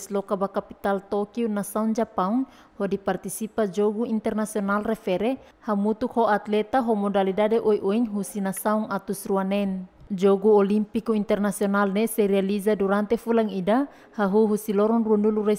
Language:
Tetum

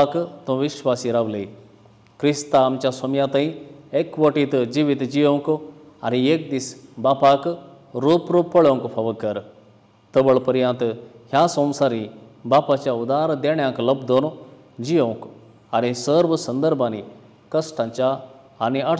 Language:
Konkani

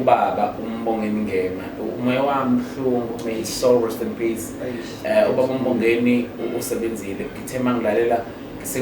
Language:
Zulu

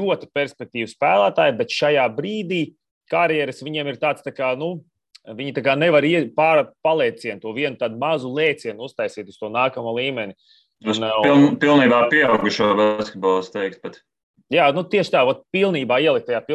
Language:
Latvian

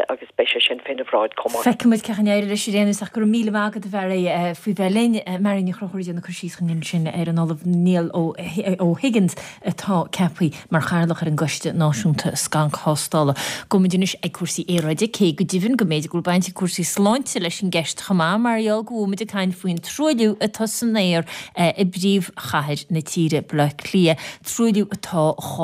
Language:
Irish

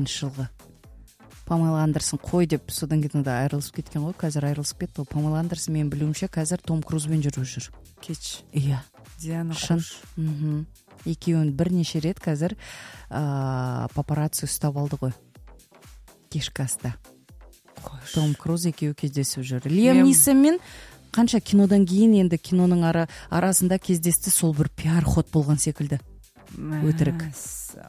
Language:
Kazakh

